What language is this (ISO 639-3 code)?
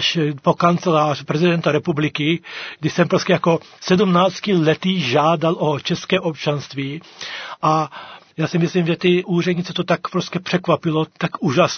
ces